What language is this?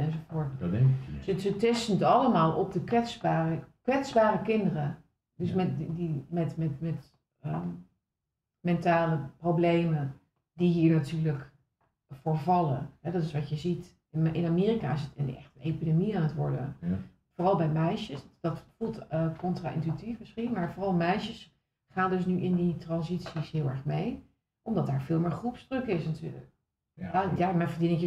Dutch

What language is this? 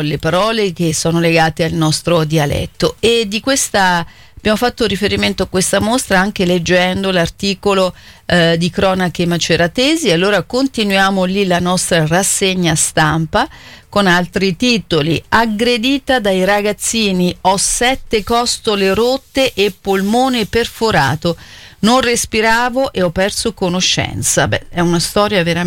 Italian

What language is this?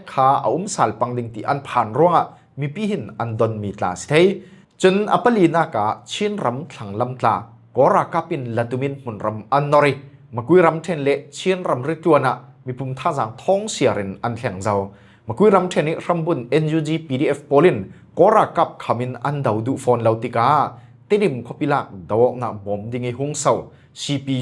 Falam Chin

